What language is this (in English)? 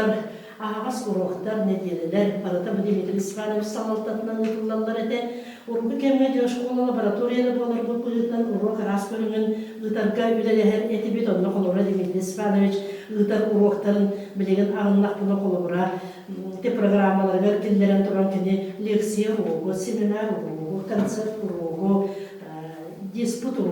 Yakut